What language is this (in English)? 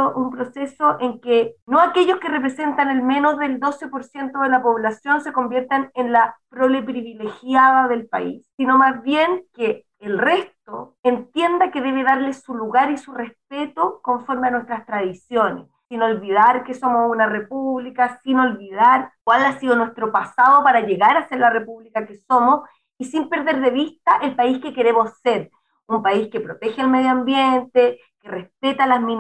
Spanish